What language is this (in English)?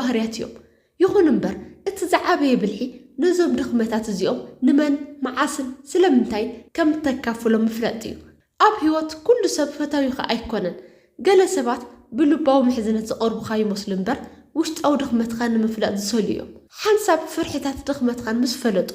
Tigrinya